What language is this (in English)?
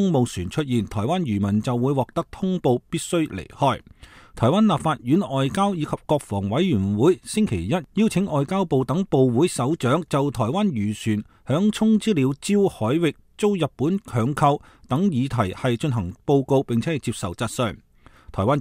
Cantonese